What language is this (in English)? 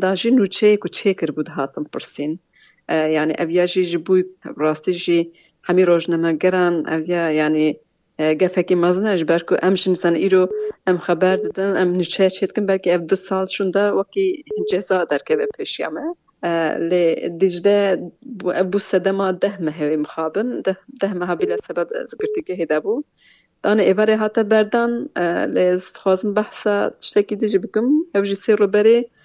Kurdish